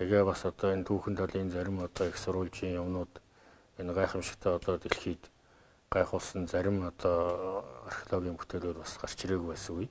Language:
Mongolian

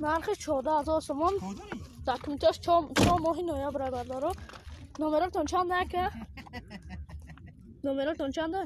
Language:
Tajik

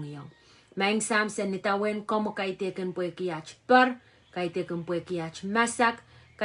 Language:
Pohnpeian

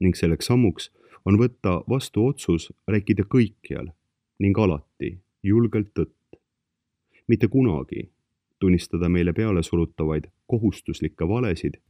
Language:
Estonian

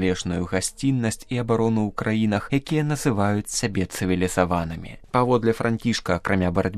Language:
Belarusian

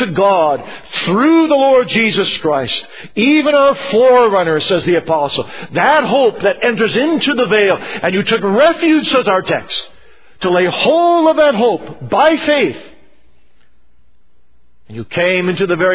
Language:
English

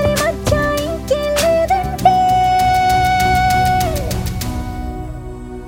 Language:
Telugu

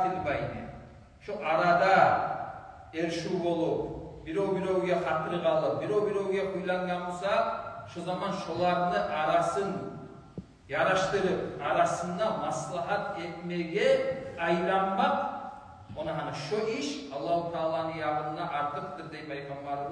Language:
Kumyk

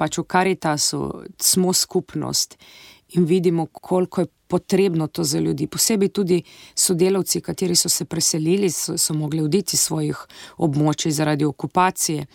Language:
Slovenian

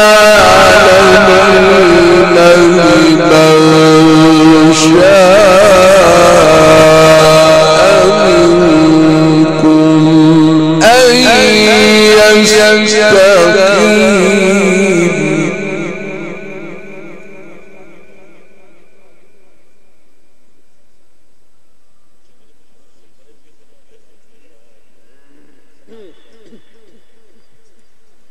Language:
Arabic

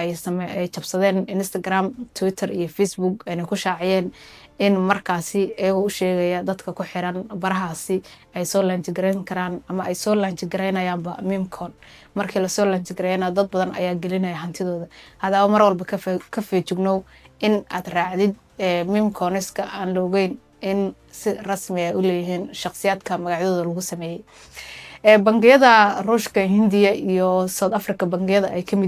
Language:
Somali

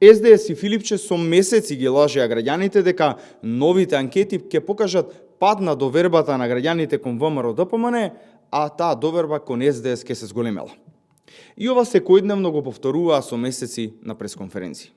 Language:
Macedonian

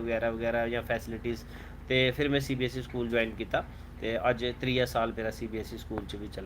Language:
Dogri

